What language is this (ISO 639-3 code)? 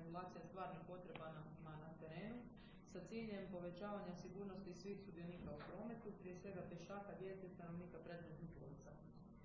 hrv